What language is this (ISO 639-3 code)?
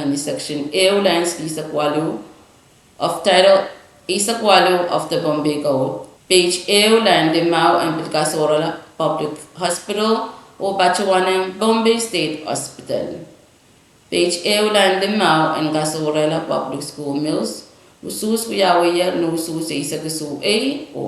pon